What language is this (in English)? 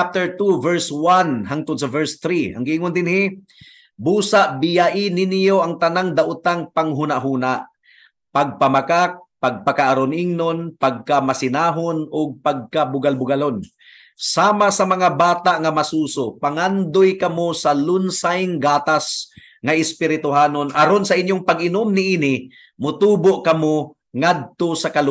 Cebuano